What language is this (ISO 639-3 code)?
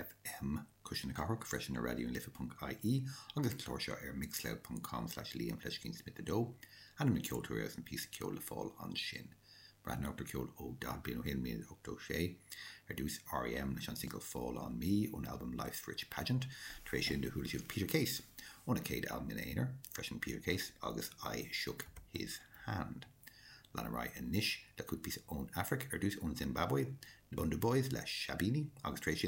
gle